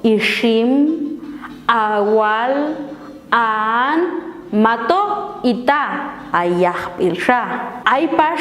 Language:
Popti'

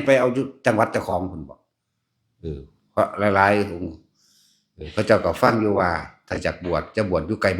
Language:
Northeastern Thai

